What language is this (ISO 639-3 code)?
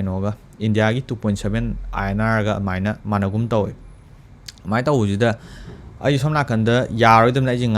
mni